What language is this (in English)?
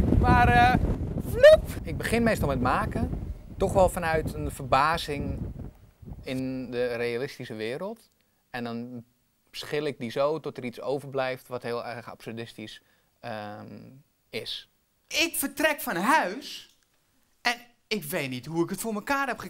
Dutch